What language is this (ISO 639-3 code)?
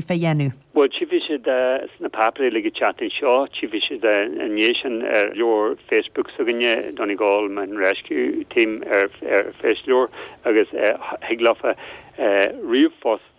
gle